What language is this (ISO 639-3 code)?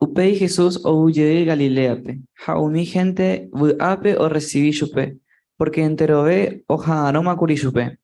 grn